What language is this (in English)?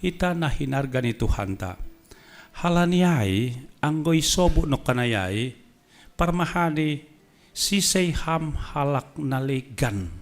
Batak Simalungun